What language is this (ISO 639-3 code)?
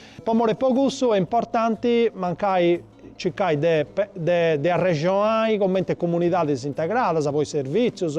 srd